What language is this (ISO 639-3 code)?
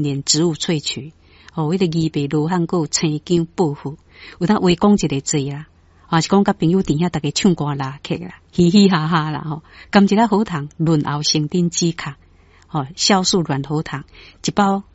nan